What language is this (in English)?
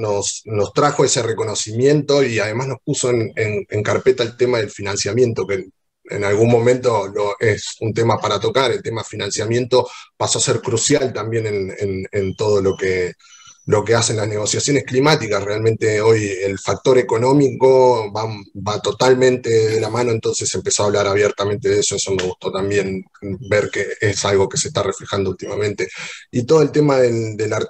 Spanish